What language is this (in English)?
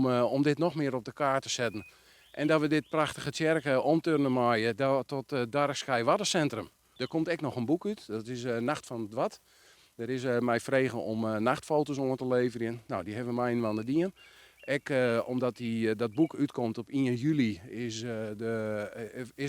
Western Frisian